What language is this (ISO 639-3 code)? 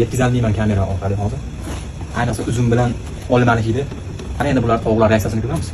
uzb